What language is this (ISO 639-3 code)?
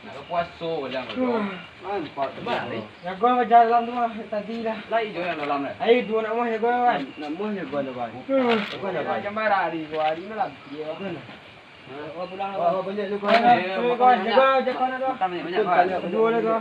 min